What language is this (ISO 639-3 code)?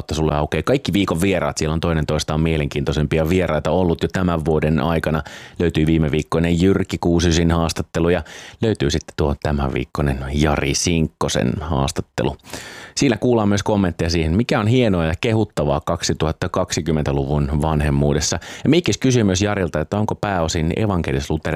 fin